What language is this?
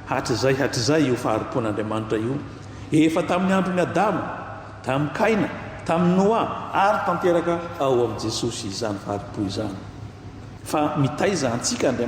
Malagasy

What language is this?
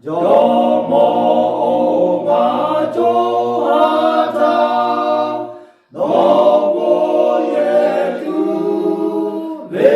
Lahu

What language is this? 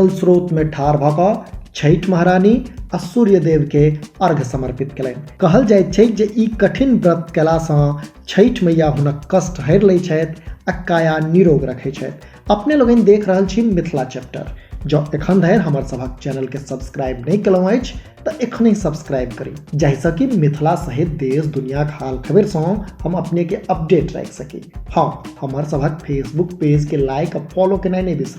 Maithili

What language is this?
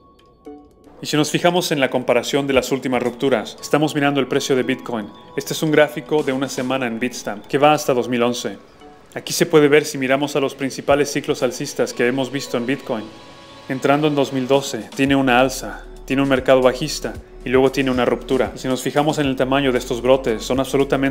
Spanish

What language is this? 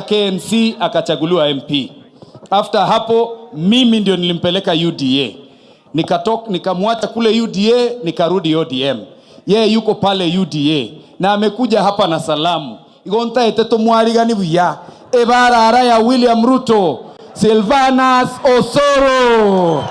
Gusii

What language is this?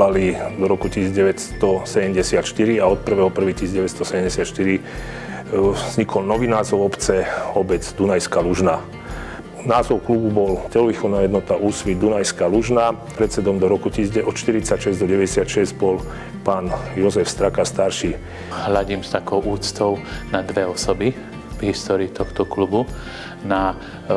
Slovak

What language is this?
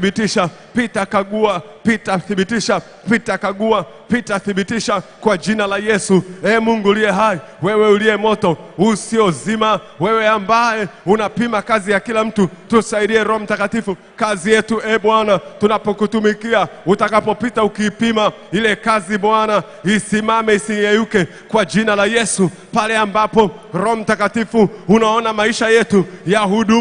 Swahili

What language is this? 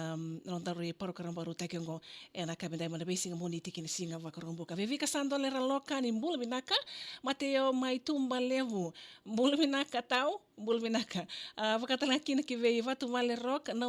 Fijian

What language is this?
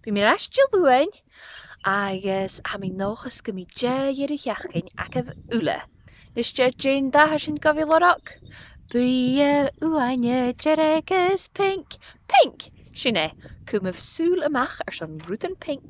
Scottish Gaelic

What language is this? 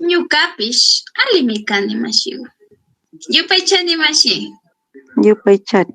Chimborazo Highland Quichua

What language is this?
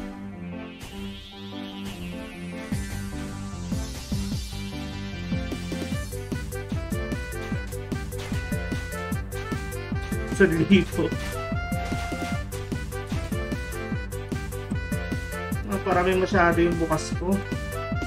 Filipino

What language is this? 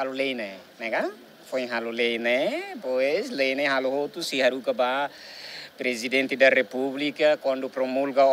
Tetum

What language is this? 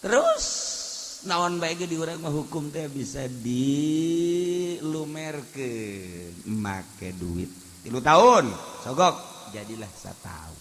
Sundanese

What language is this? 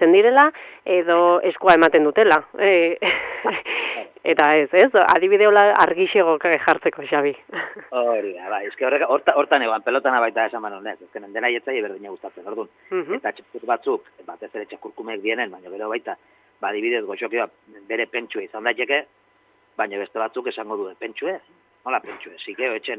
Basque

